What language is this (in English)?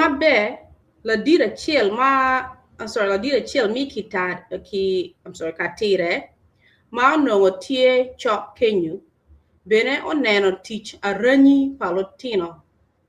Acoli